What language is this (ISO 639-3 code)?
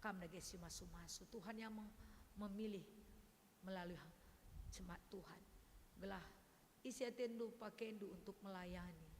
btx